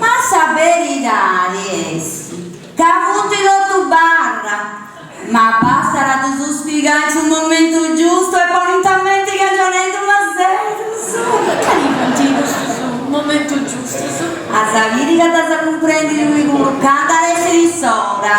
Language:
Sardinian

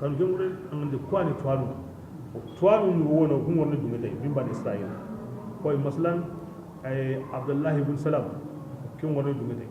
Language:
Bambara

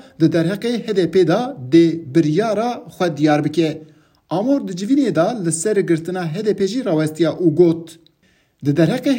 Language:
Kurdish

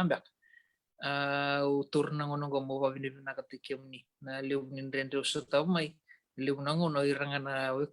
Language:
Fijian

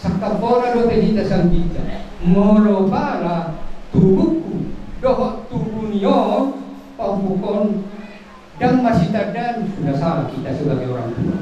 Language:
Batak Toba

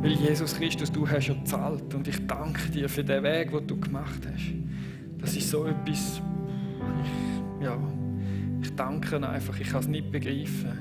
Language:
Swiss German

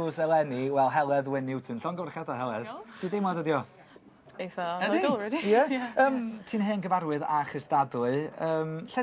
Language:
Welsh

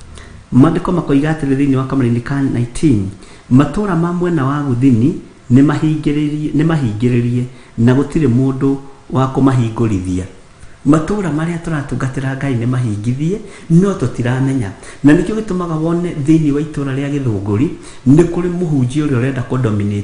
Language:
Kikuyu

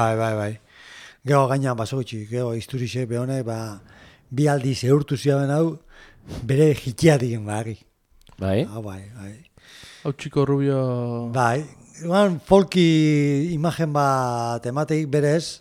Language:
Basque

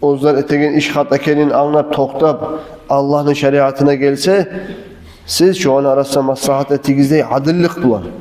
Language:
Kumyk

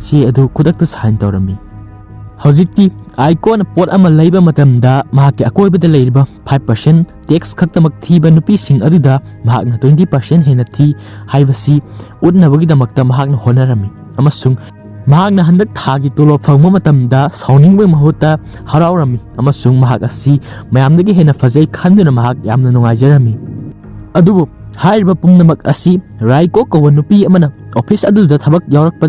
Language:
Manipuri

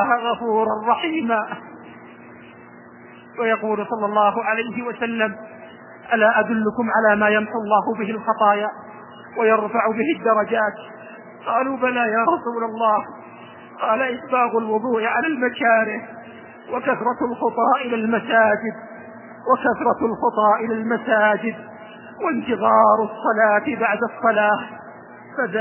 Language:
Arabic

